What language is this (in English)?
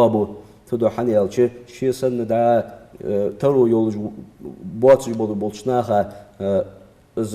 Ingush